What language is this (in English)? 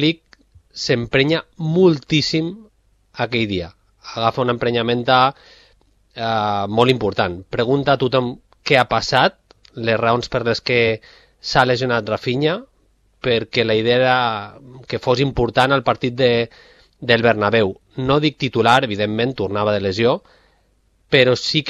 Catalan